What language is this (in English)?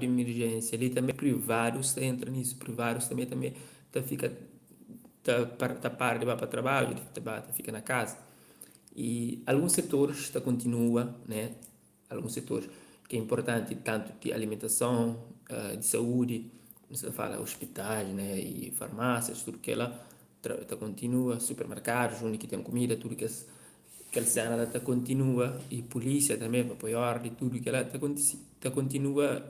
Kabuverdianu